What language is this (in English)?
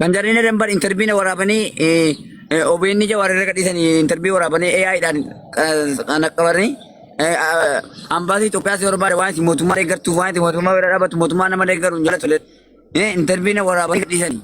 Oromo